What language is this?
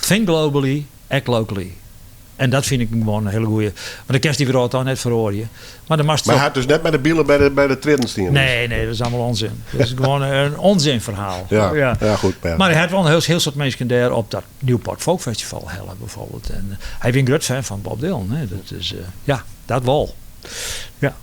Western Frisian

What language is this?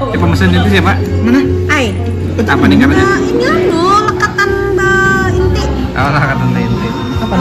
Banjar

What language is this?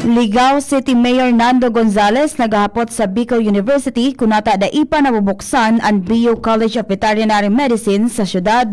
Bikol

